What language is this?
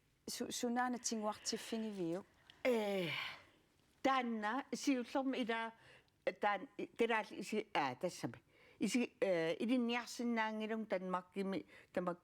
Kalaallisut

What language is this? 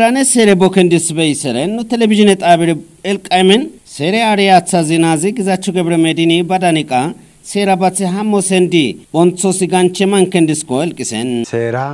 Kafa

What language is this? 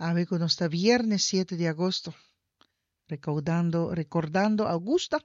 Papiamento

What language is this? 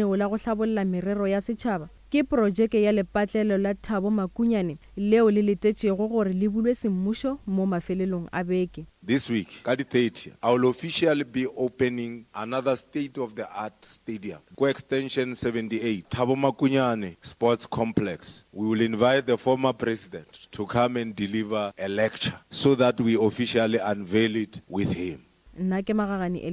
Northern Sotho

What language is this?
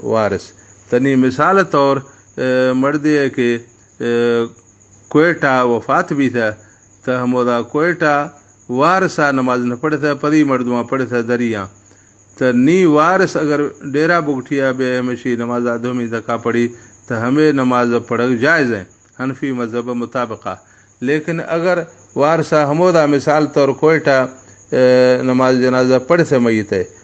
Baluchi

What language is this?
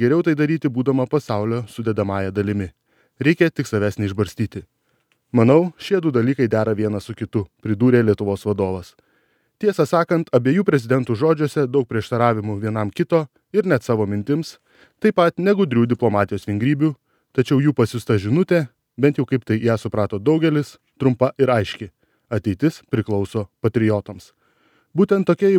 Lithuanian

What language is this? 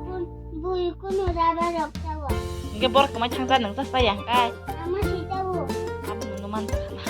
Kok Borok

